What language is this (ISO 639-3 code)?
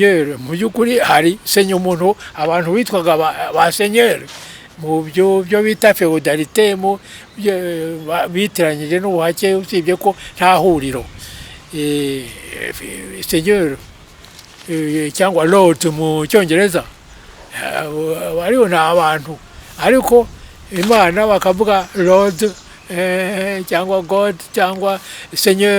kin